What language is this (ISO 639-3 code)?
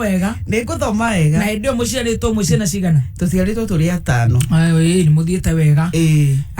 kik